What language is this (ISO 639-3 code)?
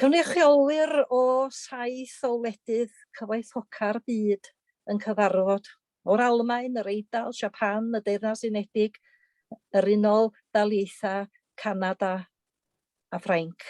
cym